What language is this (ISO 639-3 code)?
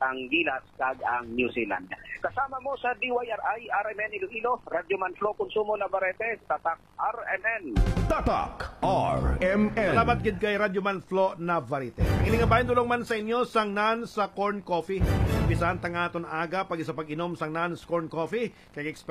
hil